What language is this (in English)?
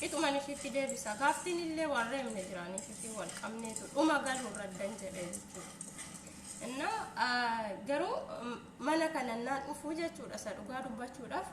Oromo